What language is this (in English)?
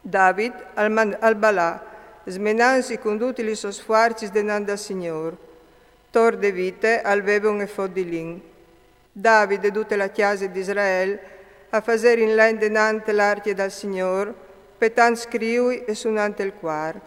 Friulian